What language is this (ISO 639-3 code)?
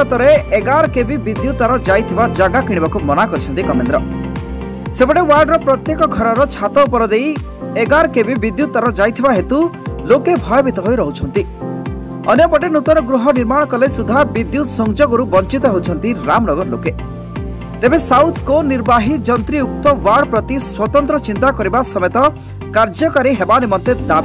ori